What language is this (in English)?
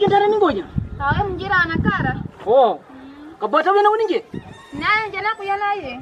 Kwangali